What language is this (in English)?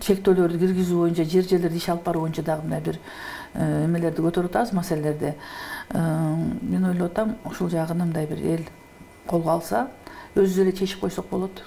Kyrgyz